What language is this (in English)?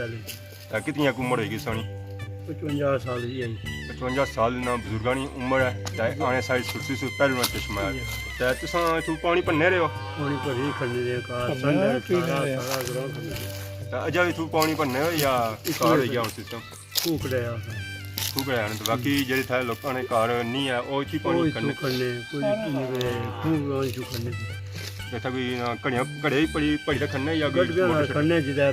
Pahari-Potwari